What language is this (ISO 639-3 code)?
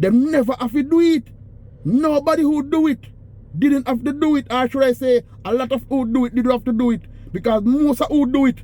jam